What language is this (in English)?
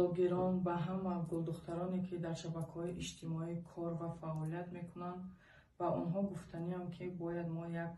Tajik